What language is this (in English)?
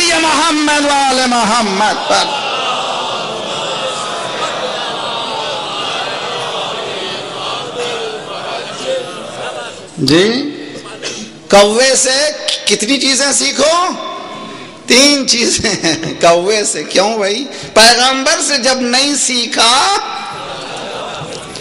Urdu